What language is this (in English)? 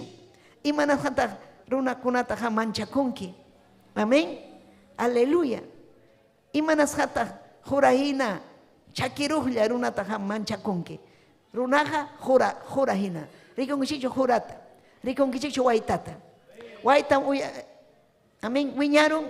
Ayacucho Quechua